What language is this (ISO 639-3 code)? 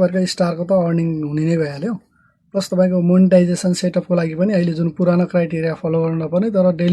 nep